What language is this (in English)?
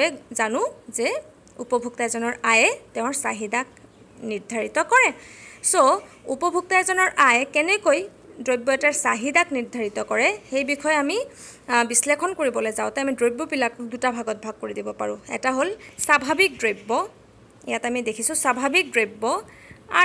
Assamese